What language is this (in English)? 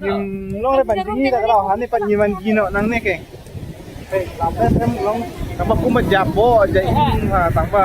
Khasi